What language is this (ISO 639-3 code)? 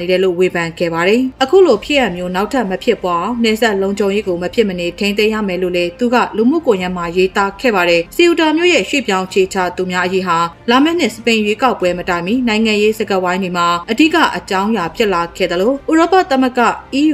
mya